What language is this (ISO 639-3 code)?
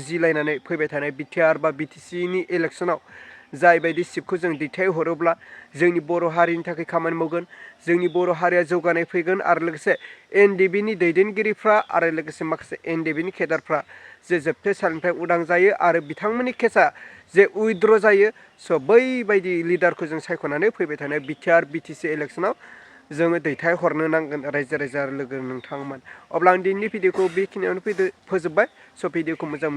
brx